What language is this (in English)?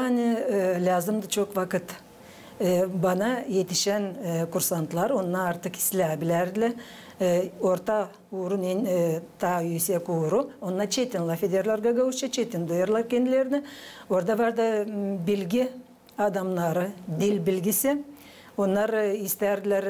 Gagauz